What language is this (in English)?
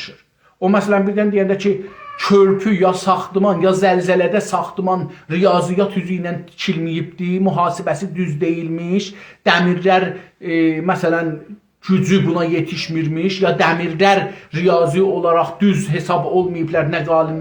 South Azerbaijani